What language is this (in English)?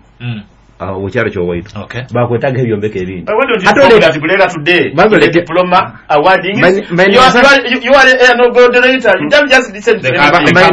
Nyoro